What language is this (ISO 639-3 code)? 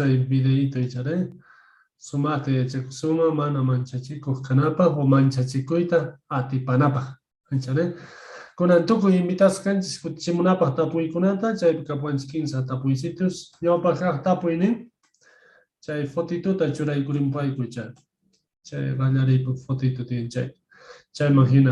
que